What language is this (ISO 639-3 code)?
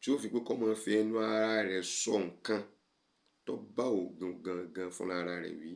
yor